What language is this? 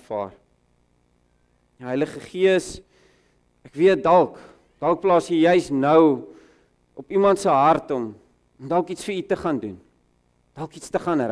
Afrikaans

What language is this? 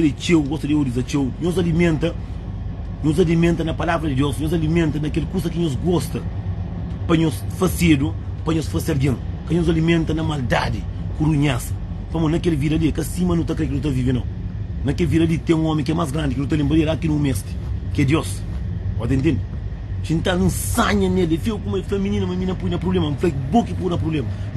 Kabuverdianu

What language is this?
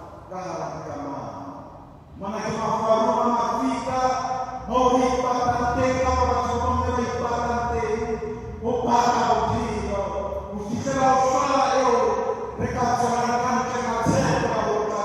Southern Sotho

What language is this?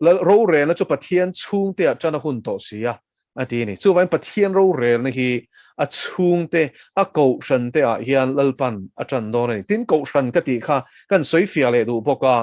Mizo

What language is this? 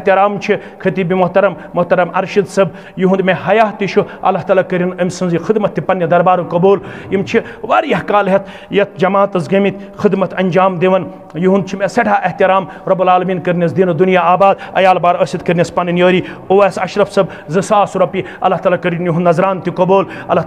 Kashmiri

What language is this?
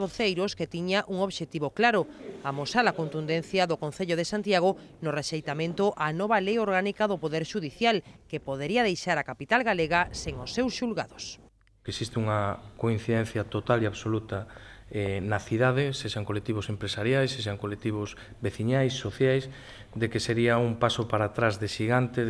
Galician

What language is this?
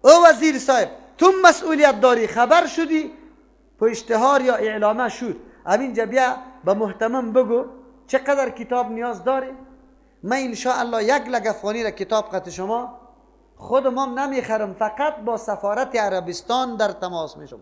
Persian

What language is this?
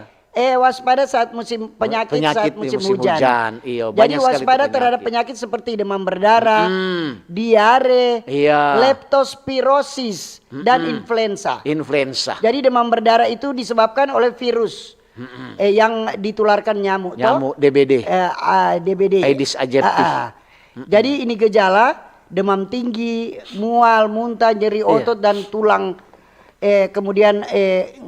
Manado Malay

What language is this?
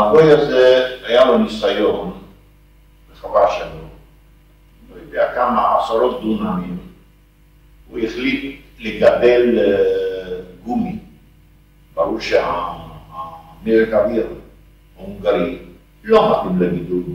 Hebrew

